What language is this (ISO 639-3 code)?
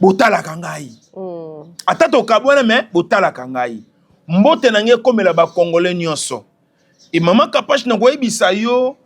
lin